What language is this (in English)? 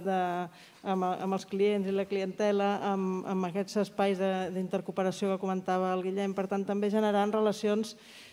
Catalan